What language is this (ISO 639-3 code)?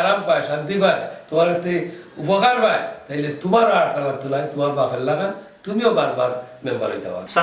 syl